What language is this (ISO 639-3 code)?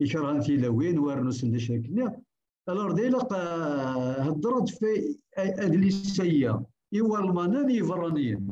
kab